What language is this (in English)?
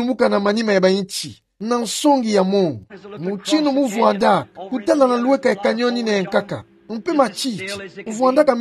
Kituba (Democratic Republic of Congo)